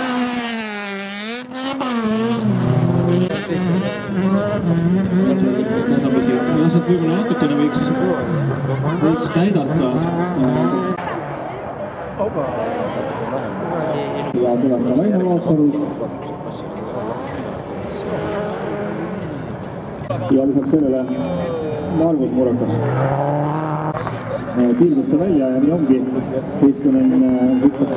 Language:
Estonian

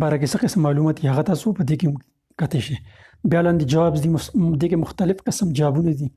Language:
Pashto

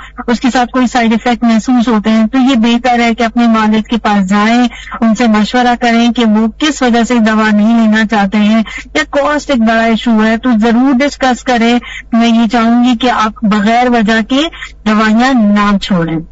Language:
Urdu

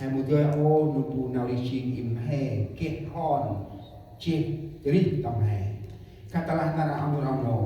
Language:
Central Mnong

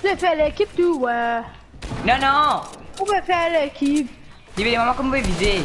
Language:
Morisyen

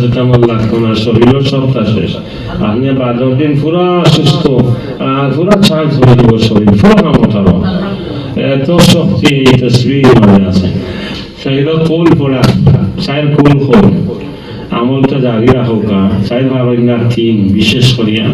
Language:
Sylheti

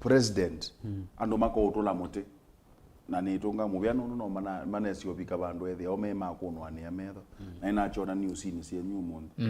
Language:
Kamba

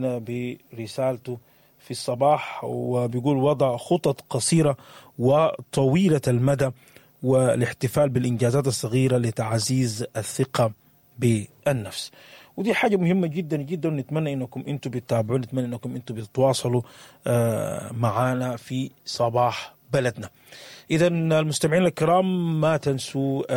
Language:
Sudanese Arabic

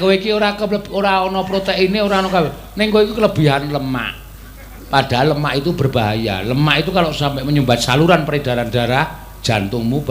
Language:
Javanese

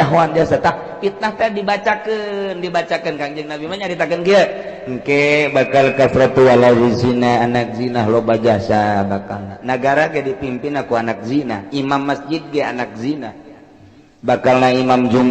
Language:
Sundanese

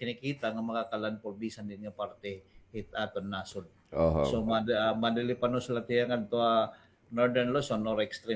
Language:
Waray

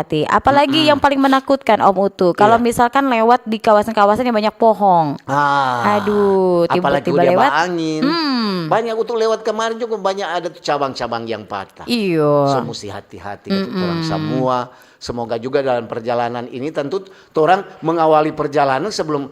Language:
Manado Malay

